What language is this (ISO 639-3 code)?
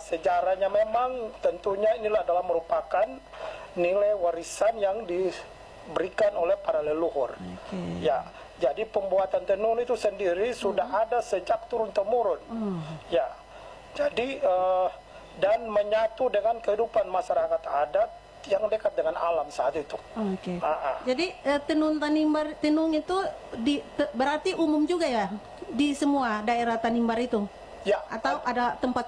ind